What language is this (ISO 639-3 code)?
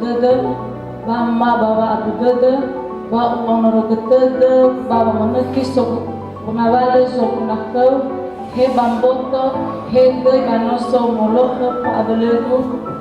nia